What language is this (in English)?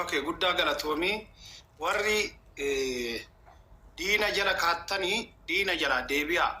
Oromo